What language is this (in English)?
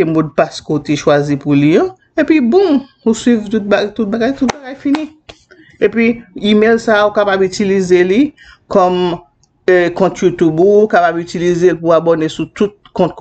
Haitian Creole